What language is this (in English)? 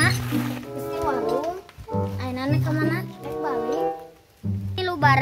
Sundanese